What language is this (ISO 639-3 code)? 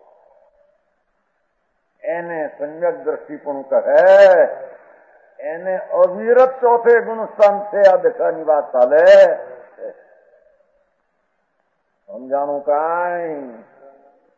guj